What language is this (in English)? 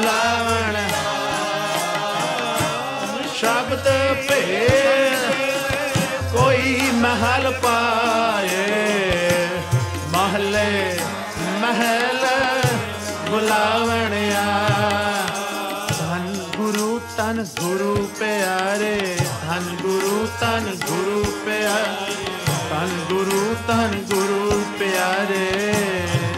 Punjabi